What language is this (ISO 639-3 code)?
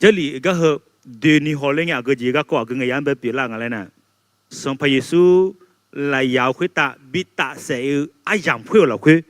ahk